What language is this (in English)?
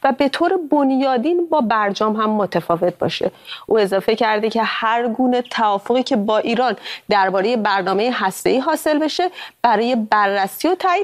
Persian